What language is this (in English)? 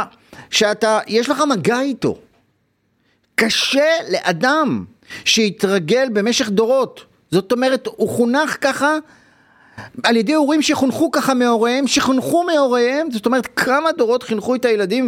Hebrew